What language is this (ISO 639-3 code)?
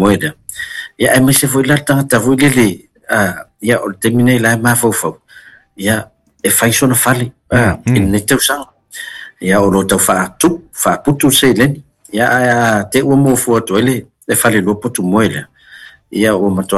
smo